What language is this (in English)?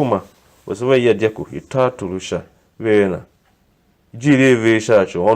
Tiv